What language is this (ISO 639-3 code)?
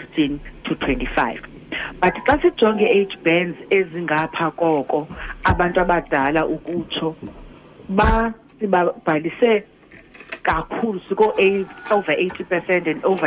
xho